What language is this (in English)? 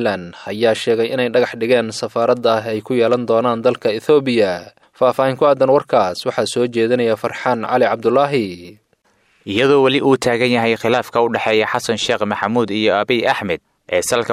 Somali